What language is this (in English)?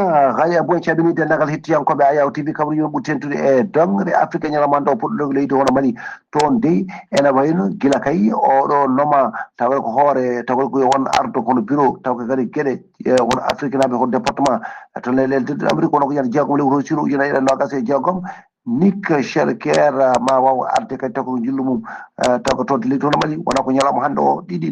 Fula